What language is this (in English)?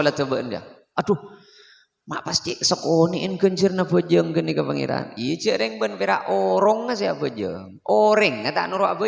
Madurese